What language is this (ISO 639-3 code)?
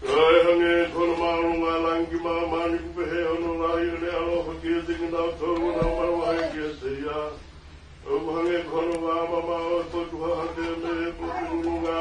ton